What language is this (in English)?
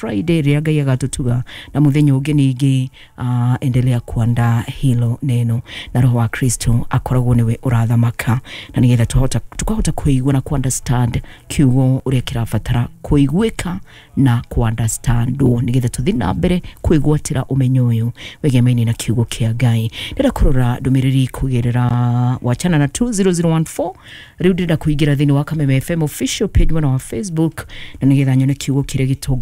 Kikuyu